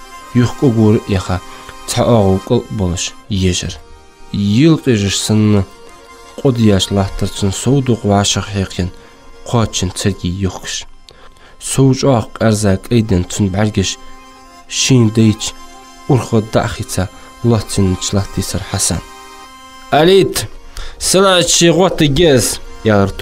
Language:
Ingush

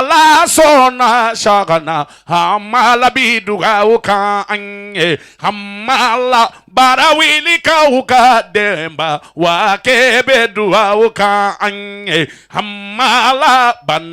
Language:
Bambara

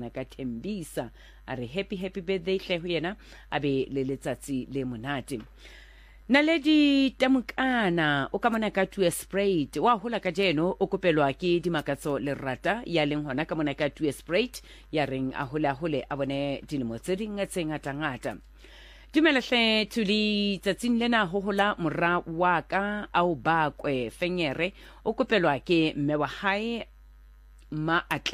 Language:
Southern Sotho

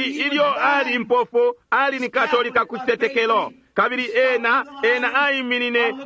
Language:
Bemba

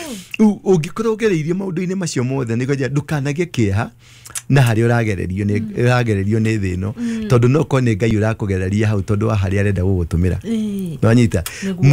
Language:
Kikuyu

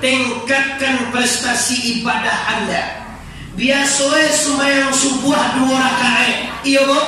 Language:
Minangkabau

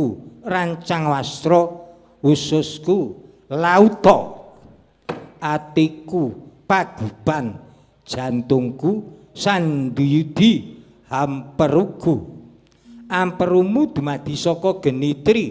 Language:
Javanese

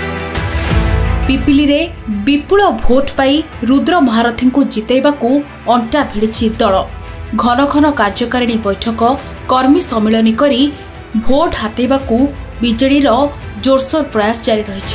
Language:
Odia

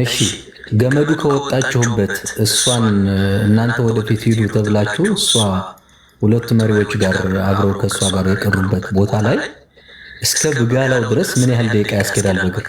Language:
Amharic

